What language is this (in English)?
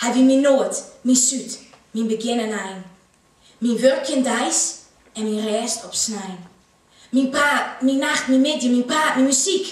Western Frisian